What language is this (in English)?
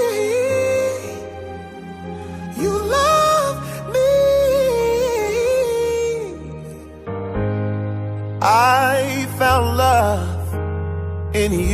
English